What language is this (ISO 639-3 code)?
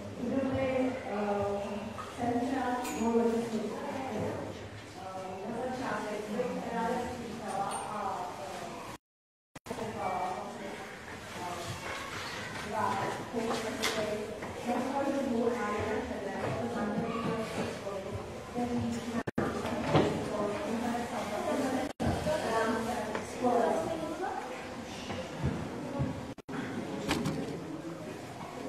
ces